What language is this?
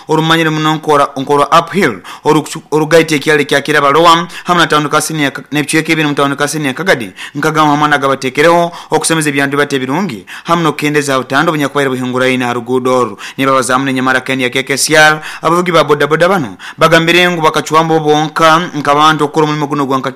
Nyoro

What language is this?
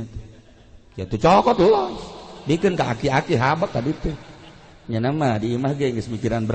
Sundanese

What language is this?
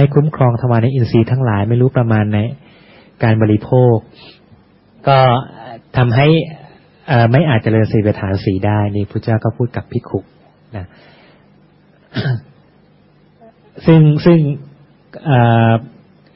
Thai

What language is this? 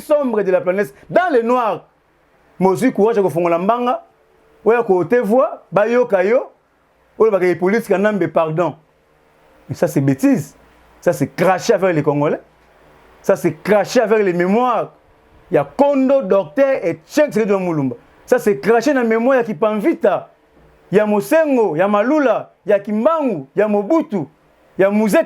Lingala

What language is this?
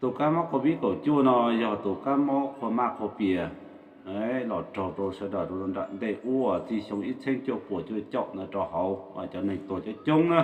Hmong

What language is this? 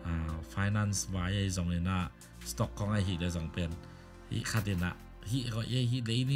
Tedim Chin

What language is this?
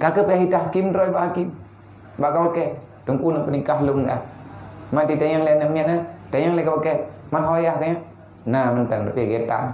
Achinese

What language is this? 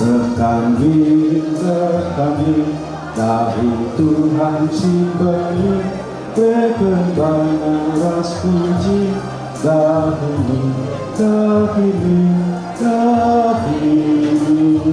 Batak Karo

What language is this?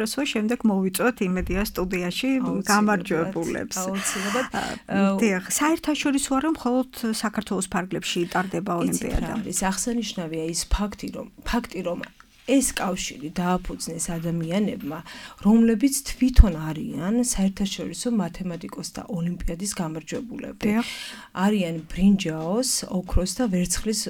Georgian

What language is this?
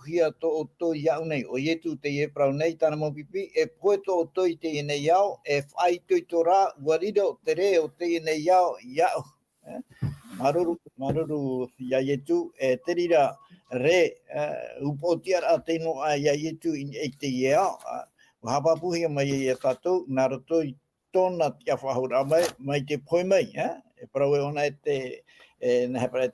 Tahitian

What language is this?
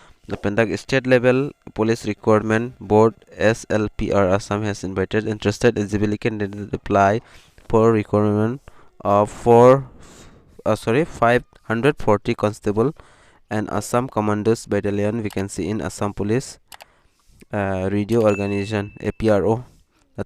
Karbi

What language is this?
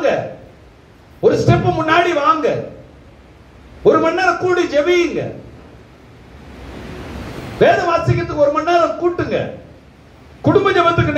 Tamil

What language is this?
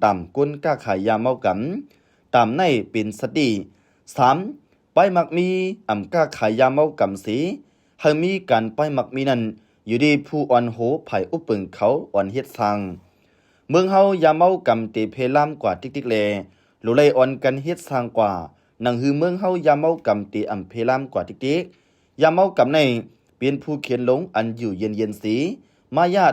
Shan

